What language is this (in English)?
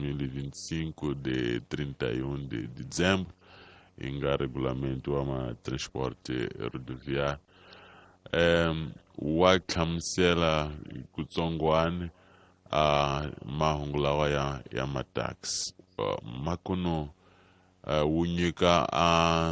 Tsonga